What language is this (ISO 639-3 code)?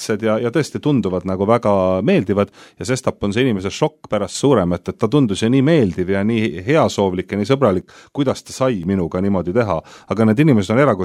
est